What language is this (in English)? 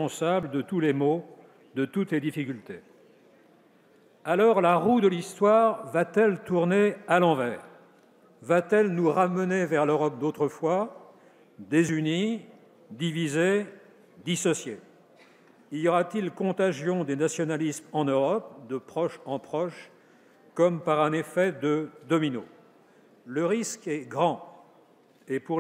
French